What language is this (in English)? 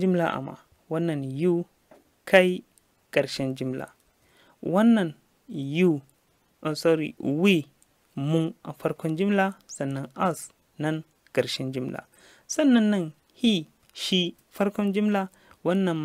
Hausa